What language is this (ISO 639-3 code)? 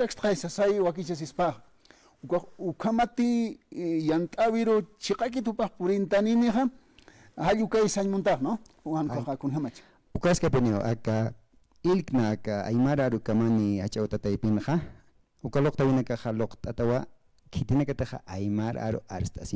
aym